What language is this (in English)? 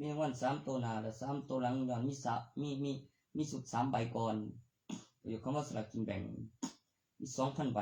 Lao